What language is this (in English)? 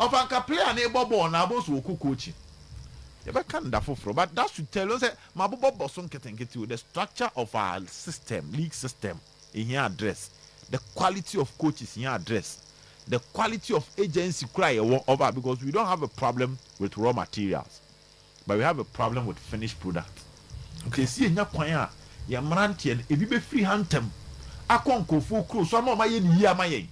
Akan